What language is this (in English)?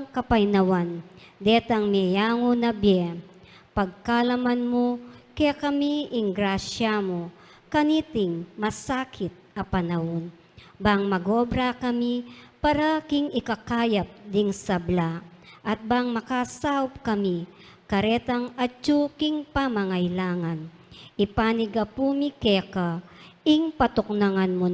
Pampanga